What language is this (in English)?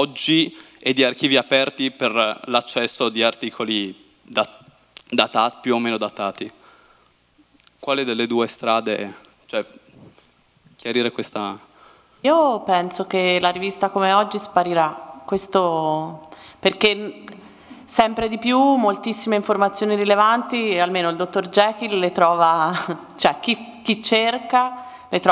Italian